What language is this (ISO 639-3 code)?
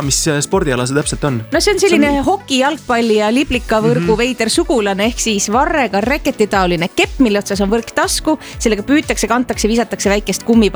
est